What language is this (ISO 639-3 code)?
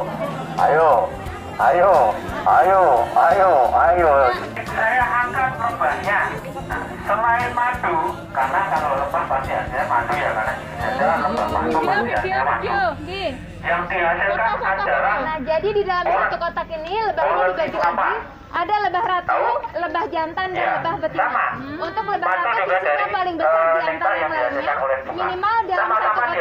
ind